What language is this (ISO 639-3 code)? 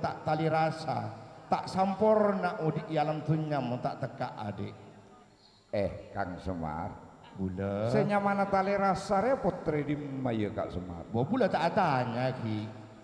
mad